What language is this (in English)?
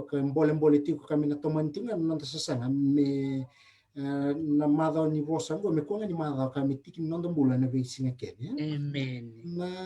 Fijian